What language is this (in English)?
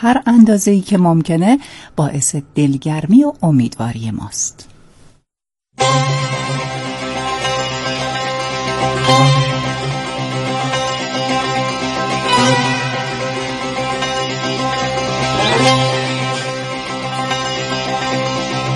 Persian